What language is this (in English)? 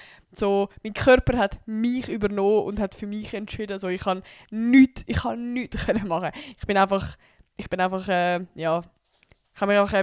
Swiss German